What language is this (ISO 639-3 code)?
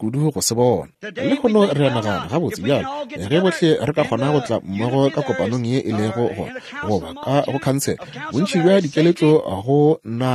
nso